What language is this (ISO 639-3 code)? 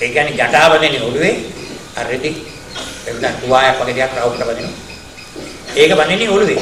sin